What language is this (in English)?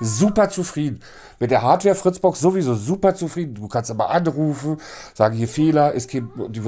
German